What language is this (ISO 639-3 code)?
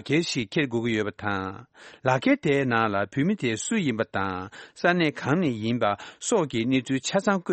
bod